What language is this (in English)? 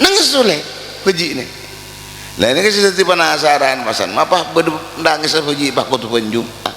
Madurese